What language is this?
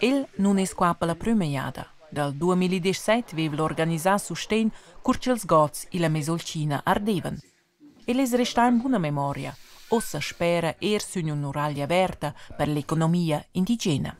Romansh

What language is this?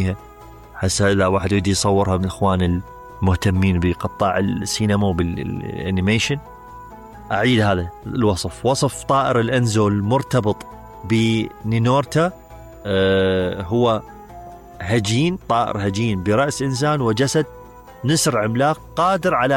Mesopotamian Arabic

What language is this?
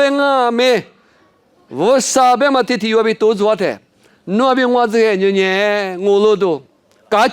Lisu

